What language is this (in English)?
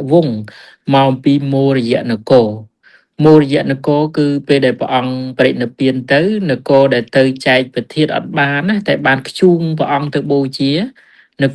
Khmer